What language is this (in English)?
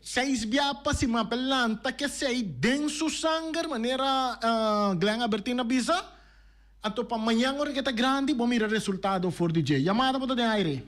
Papiamento